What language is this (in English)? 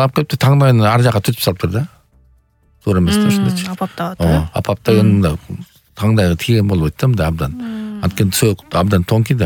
Kyrgyz